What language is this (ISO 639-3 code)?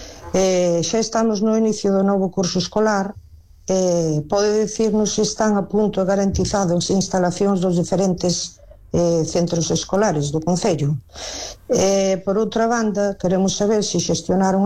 glg